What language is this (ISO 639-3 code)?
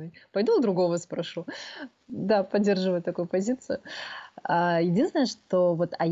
rus